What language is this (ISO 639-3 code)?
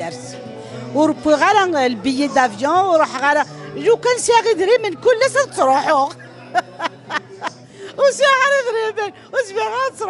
kab